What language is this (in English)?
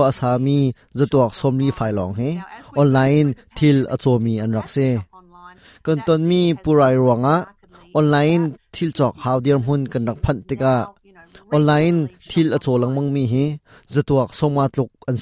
Hakha Chin